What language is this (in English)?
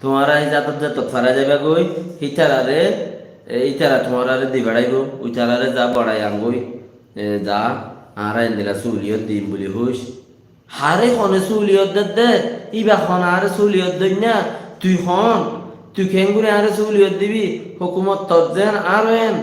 Rohingya